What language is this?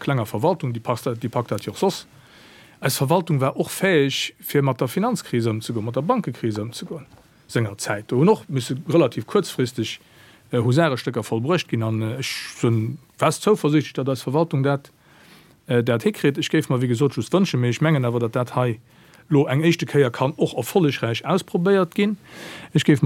Luxembourgish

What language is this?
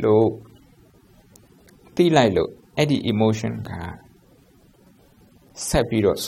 Burmese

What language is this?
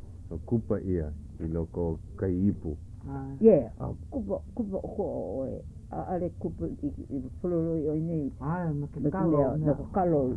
Hawaiian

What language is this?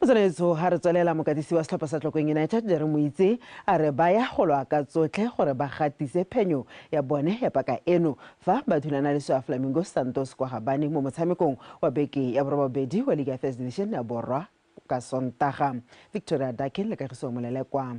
Tswana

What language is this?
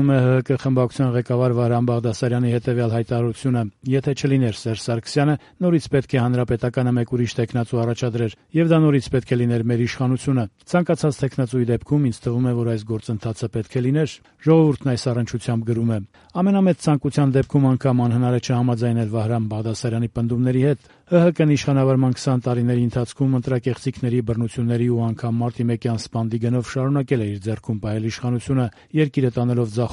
Armenian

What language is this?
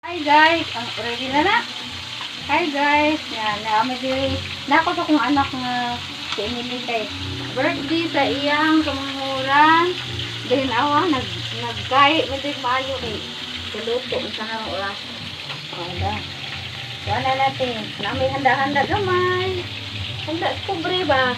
Cebuano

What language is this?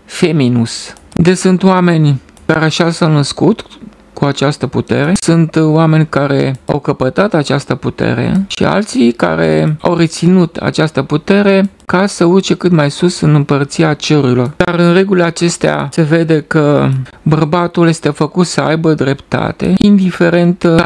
Romanian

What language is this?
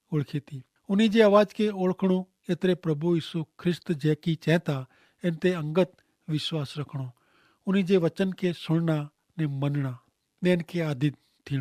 Kachhi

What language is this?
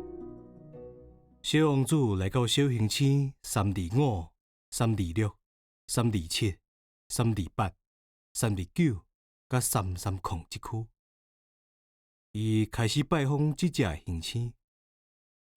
Min Nan Chinese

